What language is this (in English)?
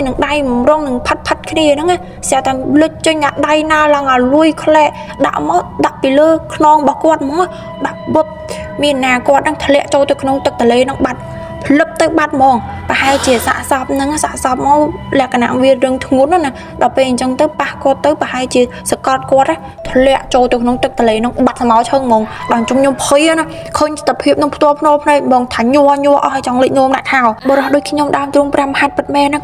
Khmer